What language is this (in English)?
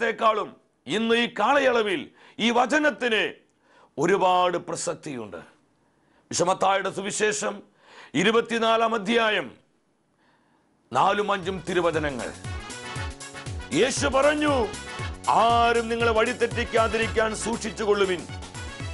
Malayalam